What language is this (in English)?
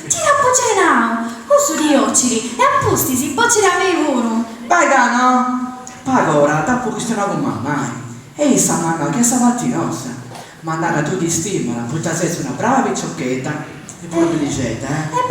Sardinian